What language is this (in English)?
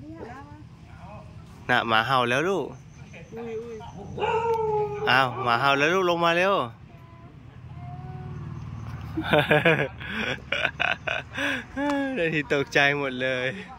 Thai